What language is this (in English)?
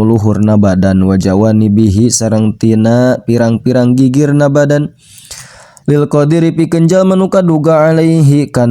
Sundanese